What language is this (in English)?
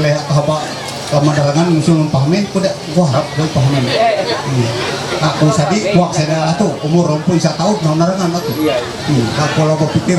Ma'anyan